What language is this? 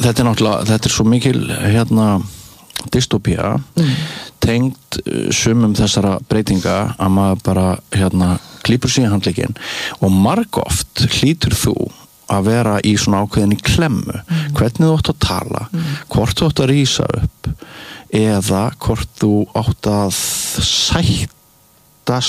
Icelandic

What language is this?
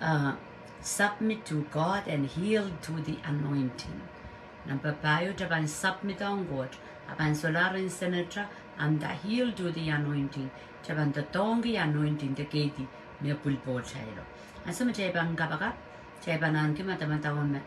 Pohnpeian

